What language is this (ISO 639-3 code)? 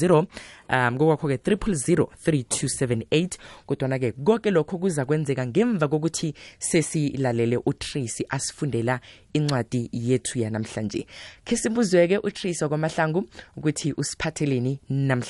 nbl